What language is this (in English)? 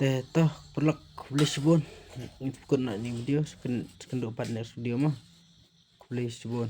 Khasi